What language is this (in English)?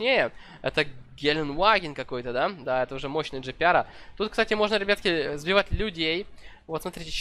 Russian